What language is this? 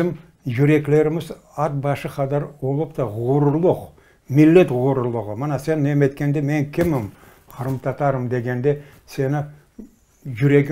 Crimean Tatar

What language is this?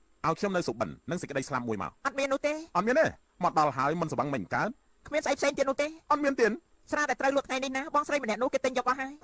Khmer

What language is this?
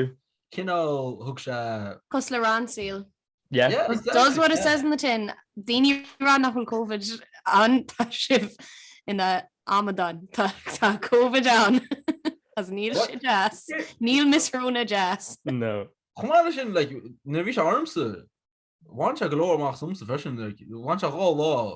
Irish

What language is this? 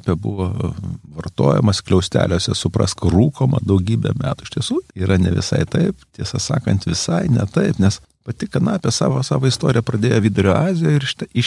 Lithuanian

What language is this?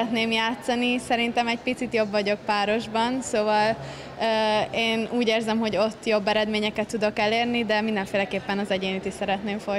Hungarian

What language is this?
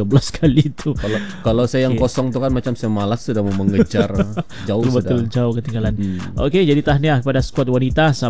Malay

